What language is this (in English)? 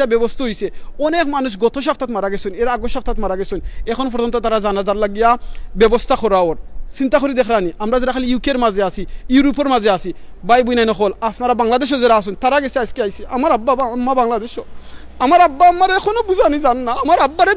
Sylheti